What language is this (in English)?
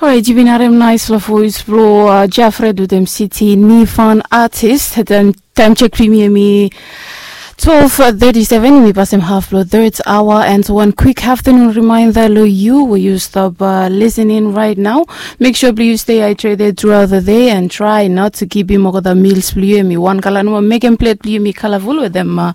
Bislama